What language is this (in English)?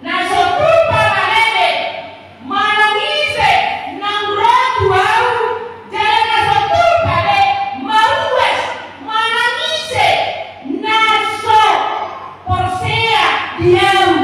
Batak Toba